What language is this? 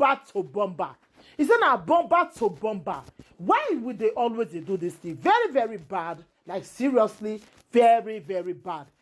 Nigerian Pidgin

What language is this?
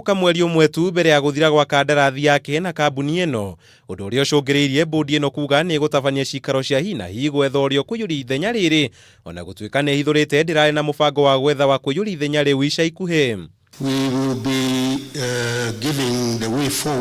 Kikuyu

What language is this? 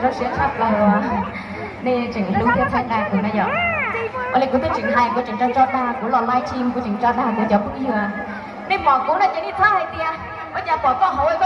Hmong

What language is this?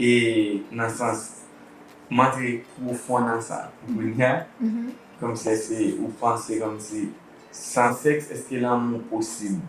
Haitian Creole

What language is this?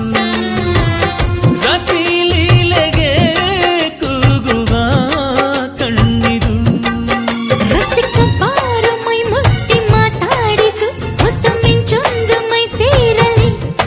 Kannada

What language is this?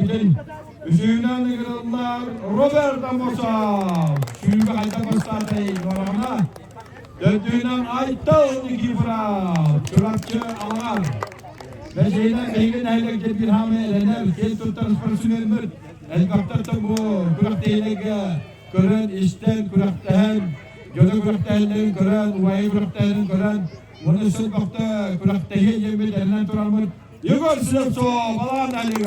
Yakut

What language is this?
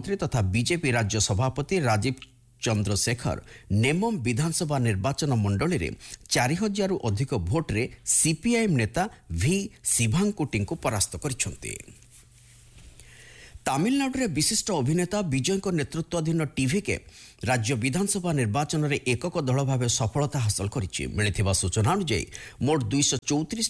Odia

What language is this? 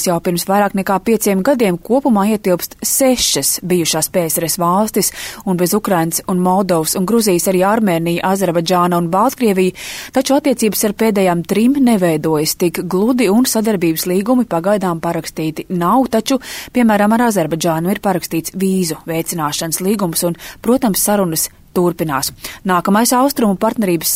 Latvian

